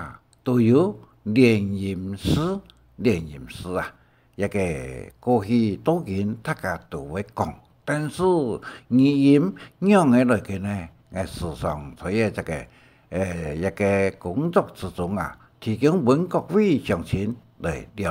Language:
Hakka Chinese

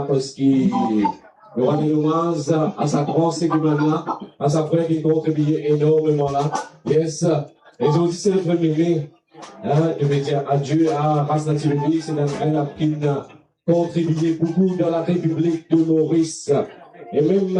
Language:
Morisyen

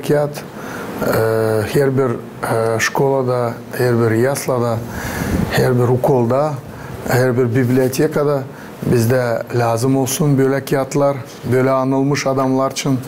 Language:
Gagauz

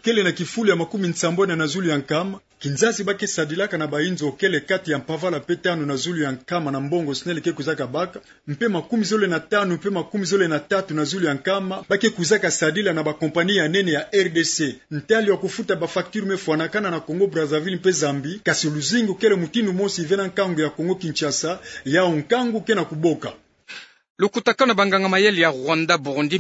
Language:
Kituba (Democratic Republic of Congo)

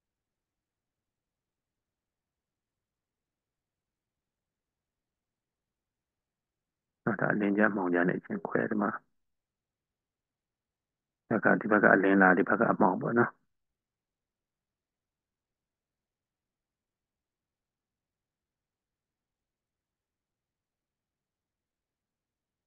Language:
Burmese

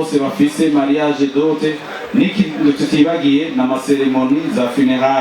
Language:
Rundi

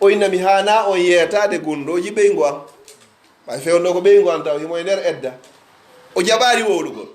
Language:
Pular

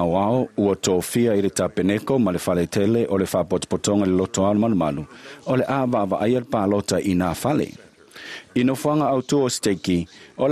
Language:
Samoan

